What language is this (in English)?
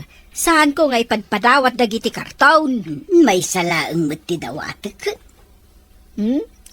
Iloko